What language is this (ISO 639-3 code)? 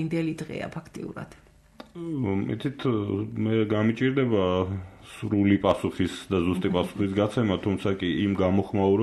kat